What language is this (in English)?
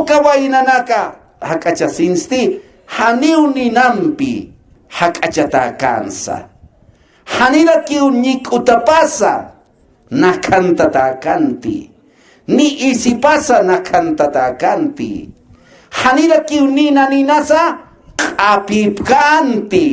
Aymara